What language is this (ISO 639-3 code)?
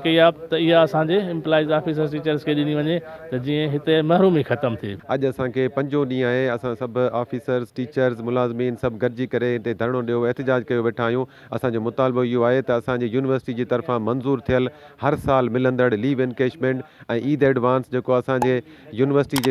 snd